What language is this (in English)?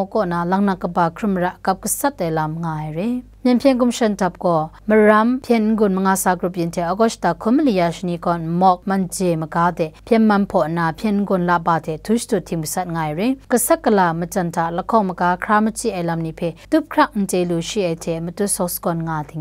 Kachin